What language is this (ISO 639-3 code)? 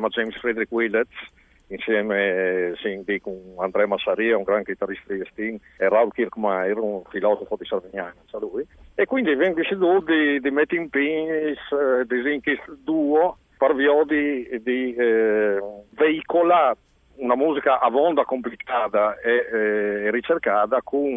fur